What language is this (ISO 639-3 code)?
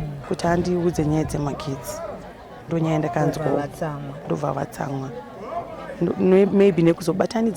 sna